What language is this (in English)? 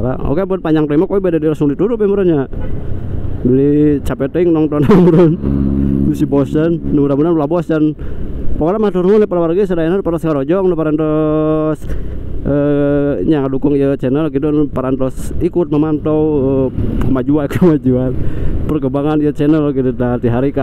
Sundanese